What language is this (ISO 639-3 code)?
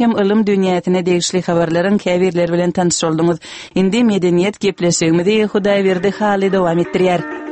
tuk